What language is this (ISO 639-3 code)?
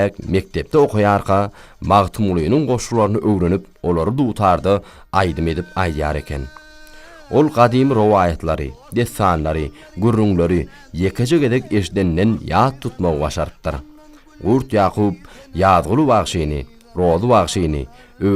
tuk